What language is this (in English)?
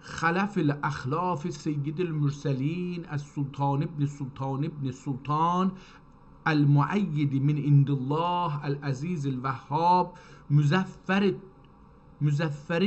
South Azerbaijani